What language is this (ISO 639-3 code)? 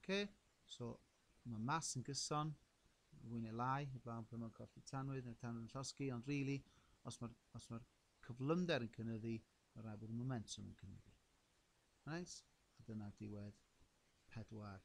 cym